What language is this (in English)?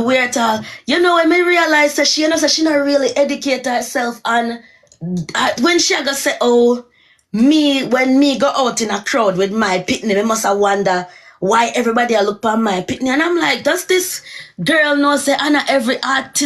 Jamaican Creole English